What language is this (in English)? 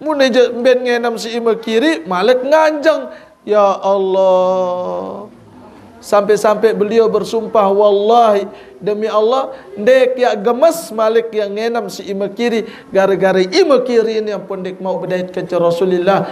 Sasak